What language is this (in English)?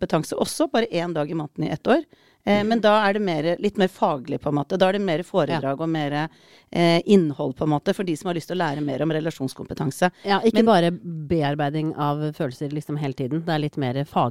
Norwegian